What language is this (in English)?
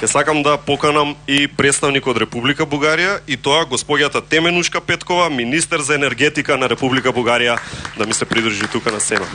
Macedonian